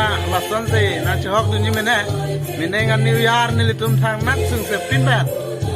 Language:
Karbi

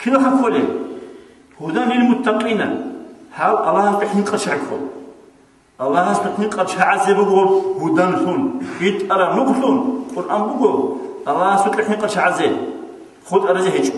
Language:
Avaric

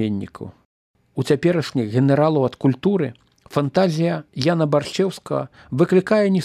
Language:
Belarusian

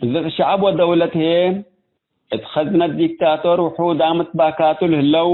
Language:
Tigre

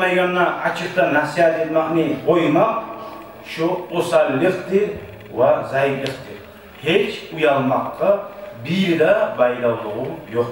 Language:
Kumyk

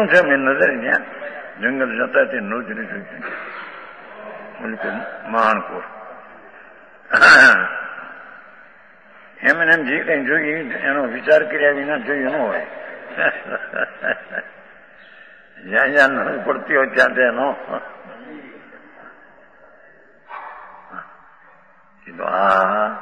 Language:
Gujarati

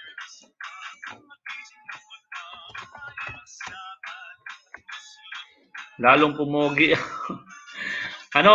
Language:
Filipino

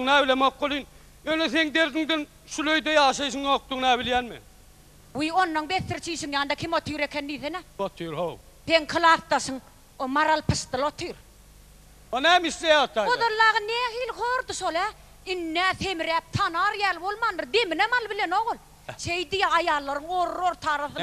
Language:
Turkmen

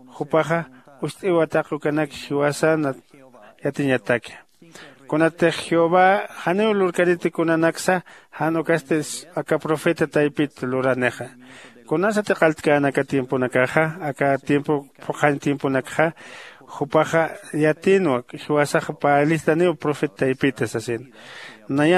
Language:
Aymara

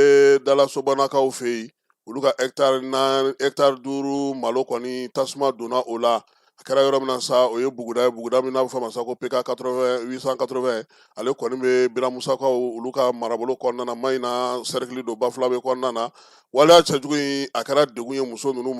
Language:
Bambara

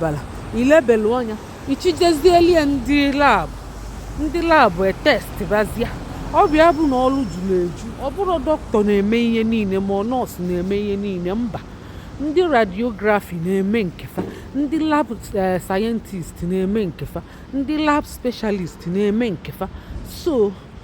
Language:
Igbo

